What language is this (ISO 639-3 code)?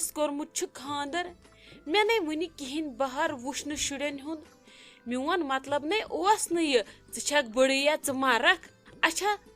kas